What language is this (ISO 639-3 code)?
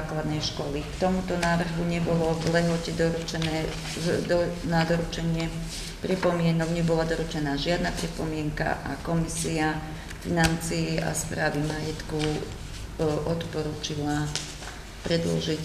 slk